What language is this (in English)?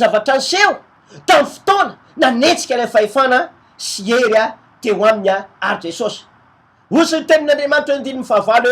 Malagasy